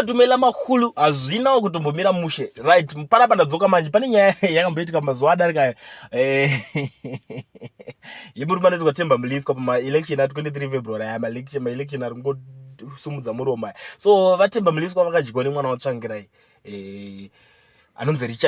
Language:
Shona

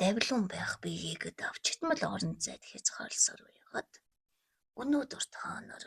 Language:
Mongolian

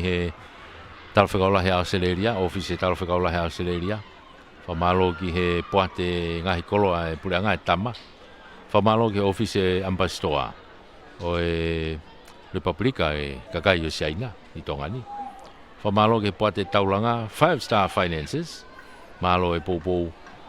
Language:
Tongan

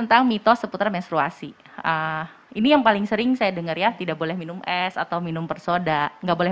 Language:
Indonesian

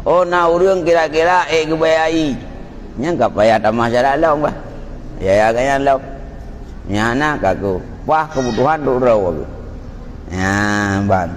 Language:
Achinese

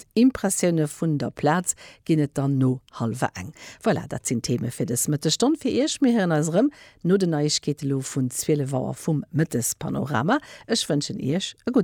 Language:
Luxembourgish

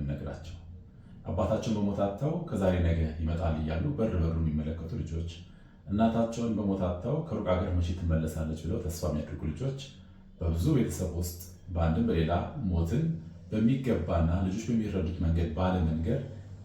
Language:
Amharic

